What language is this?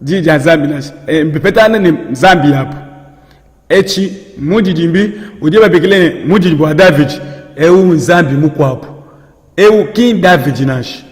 Luba-Lulua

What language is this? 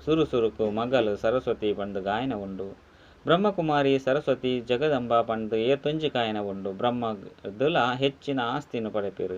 Tulu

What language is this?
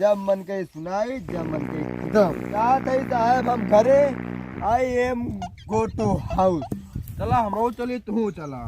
Awadhi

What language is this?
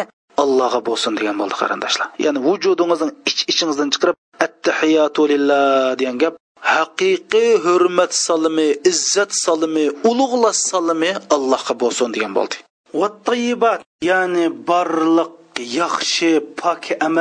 Uyghur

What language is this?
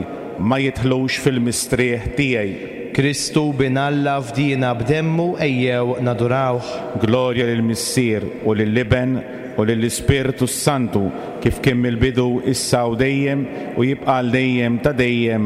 Maltese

